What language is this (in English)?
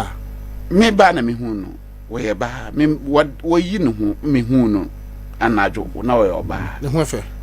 Akan